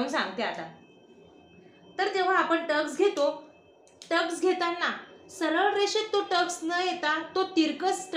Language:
Marathi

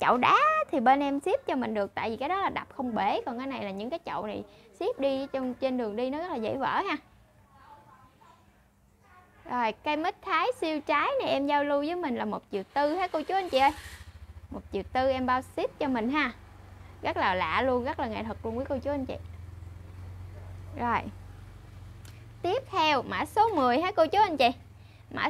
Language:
Vietnamese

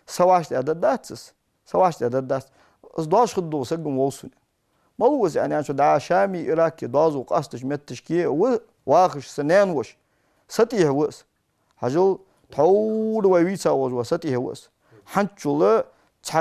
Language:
Ingush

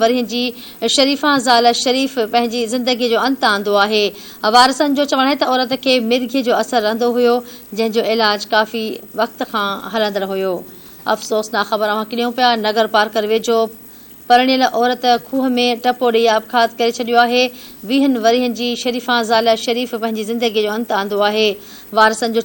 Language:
Sindhi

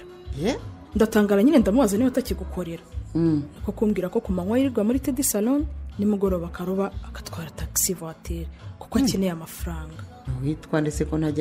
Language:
Kinyarwanda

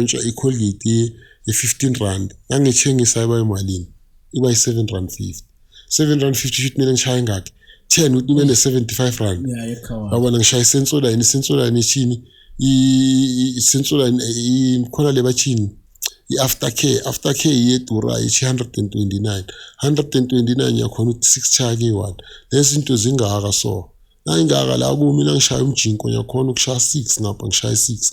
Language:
Zulu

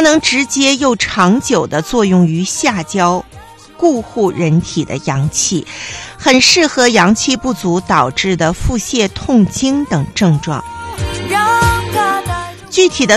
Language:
Chinese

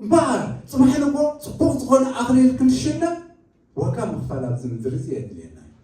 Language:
Tigrinya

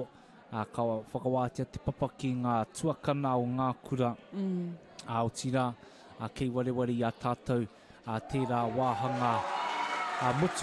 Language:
Māori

